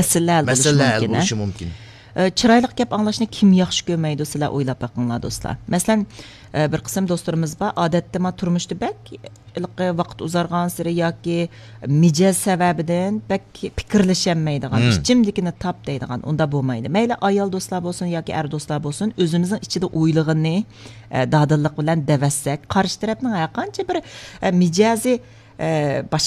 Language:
Uyghur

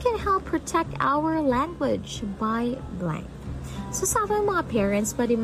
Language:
Hiligaynon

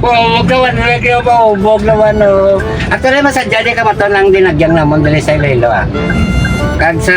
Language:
Hiligaynon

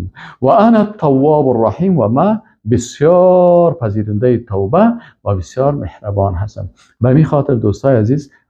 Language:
Persian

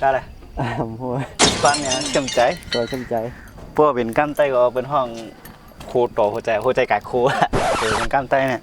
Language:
Shan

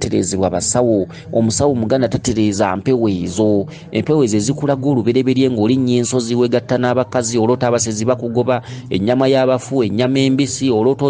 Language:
Ganda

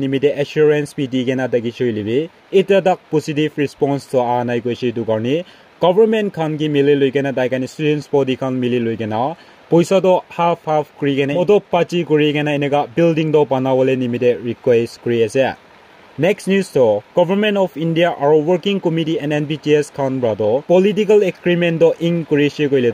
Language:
Naga Pidgin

